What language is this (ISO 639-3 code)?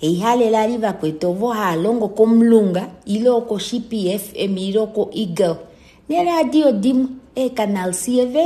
kua